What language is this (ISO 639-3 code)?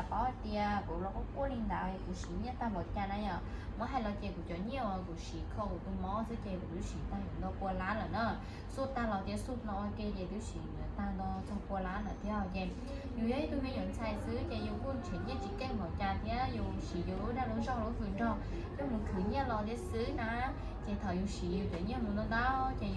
hmn